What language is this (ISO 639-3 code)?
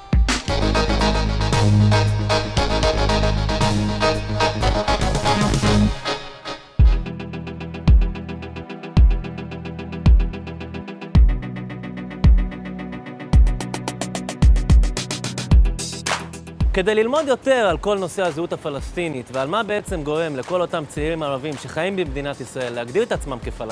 heb